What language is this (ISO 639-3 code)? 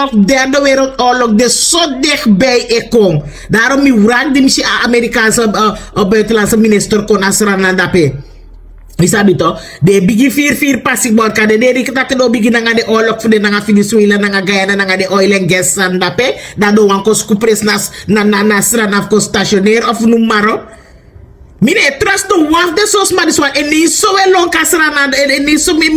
srn